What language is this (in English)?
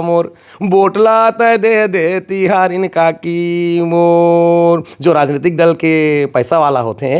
Chhattisgarhi